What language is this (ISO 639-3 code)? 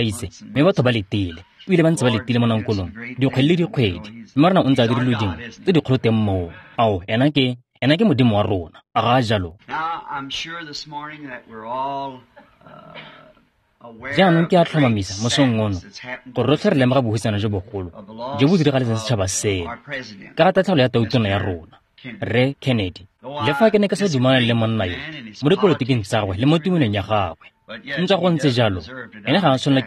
tsn